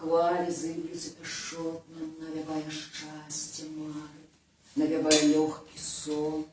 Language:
Belarusian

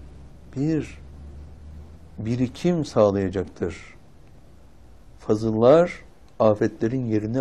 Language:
Turkish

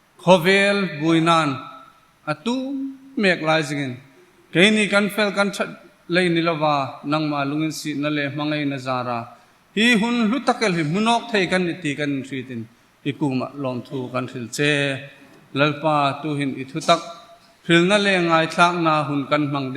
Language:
Hmar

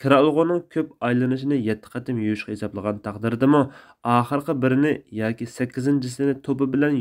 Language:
Uyghur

